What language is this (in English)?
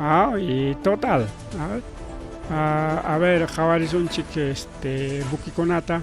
Ayacucho Quechua